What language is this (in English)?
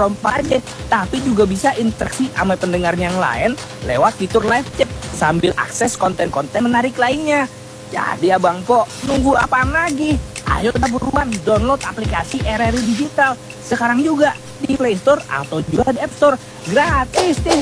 Indonesian